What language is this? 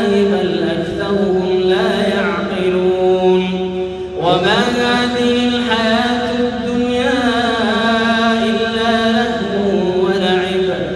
Arabic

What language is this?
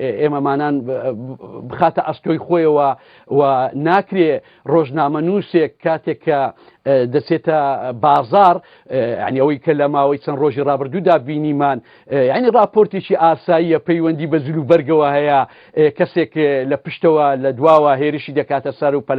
Central Kurdish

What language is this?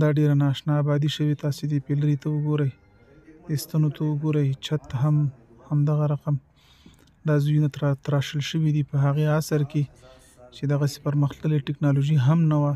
Pashto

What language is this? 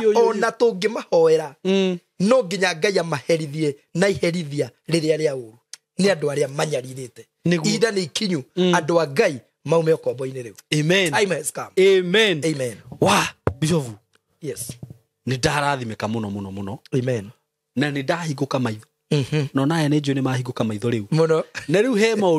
Kikuyu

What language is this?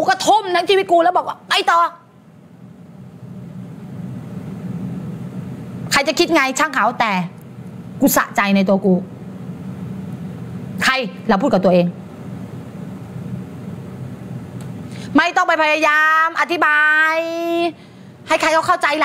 Thai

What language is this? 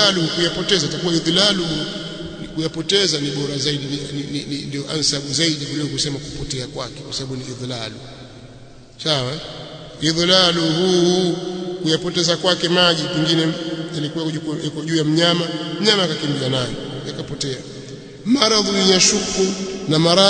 Swahili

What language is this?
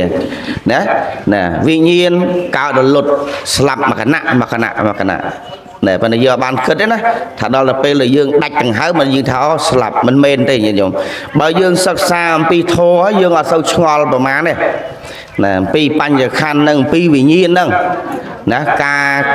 Khmer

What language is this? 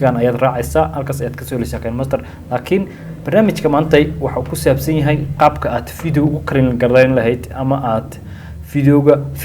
Somali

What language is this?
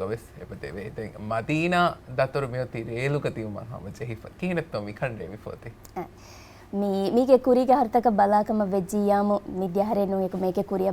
Divehi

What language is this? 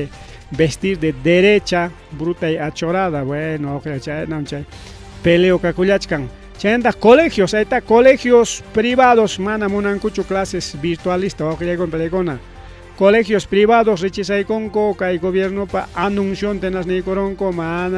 Ayacucho Quechua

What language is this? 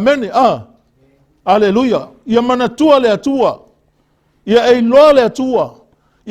Samoan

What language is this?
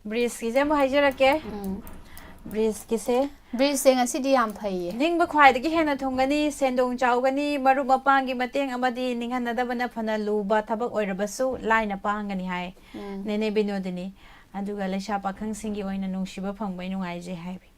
Manipuri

